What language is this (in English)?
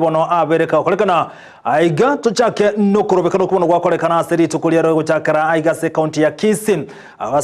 Gusii